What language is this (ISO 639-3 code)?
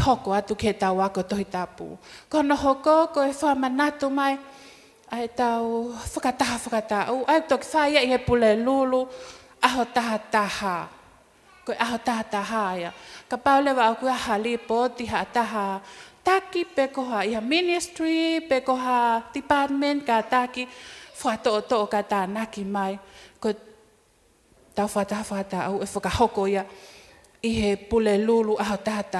ton